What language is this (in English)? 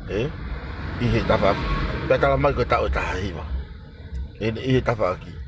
Tongan